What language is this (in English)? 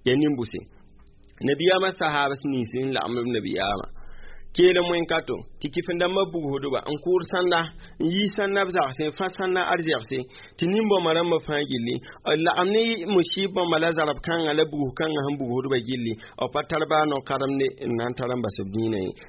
Mossi